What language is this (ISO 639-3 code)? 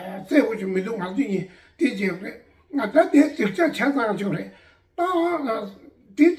bod